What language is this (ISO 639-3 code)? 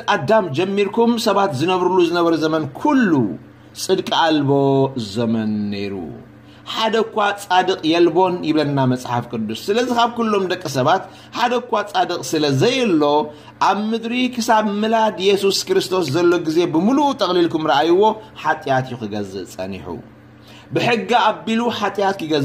tir